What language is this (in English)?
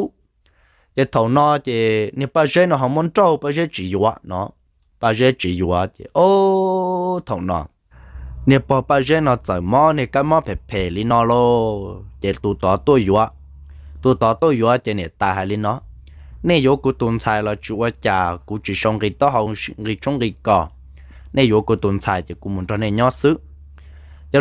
Hmong